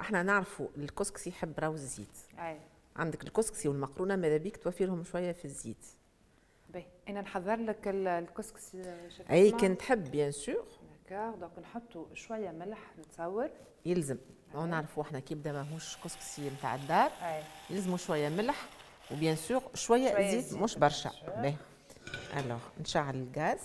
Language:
Tunisian Arabic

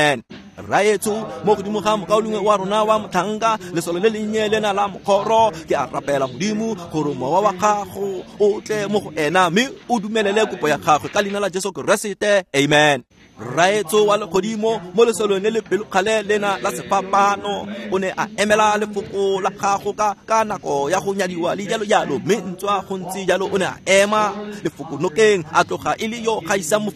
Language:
Tswana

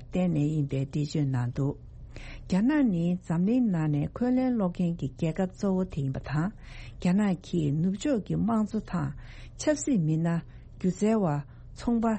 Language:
Tibetan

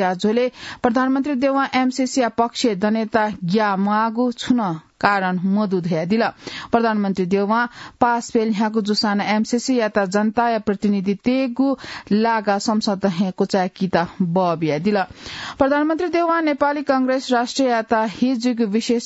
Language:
Newari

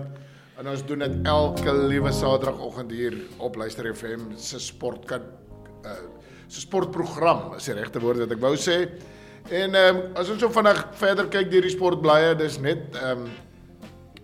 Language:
Afrikaans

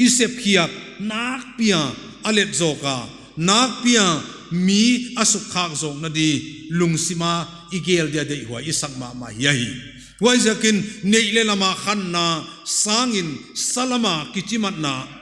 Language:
Paite Chin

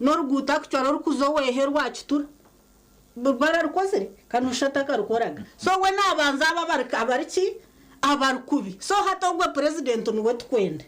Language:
Nyankole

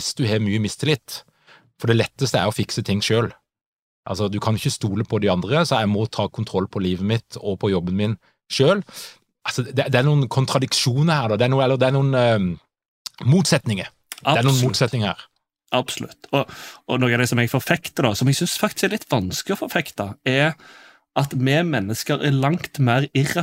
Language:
Norwegian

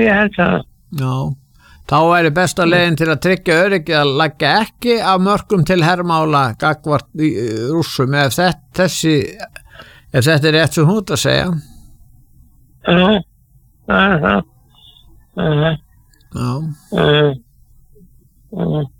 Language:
Icelandic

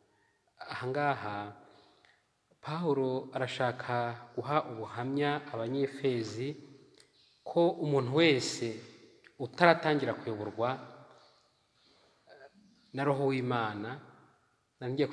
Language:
Kinyarwanda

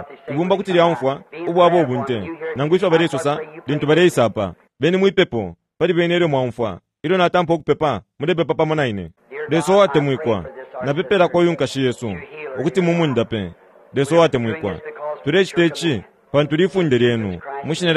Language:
Bemba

